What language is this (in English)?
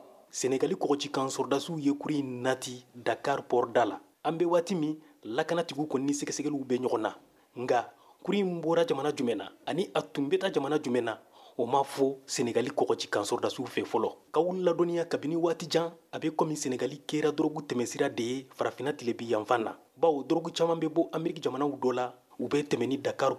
Bambara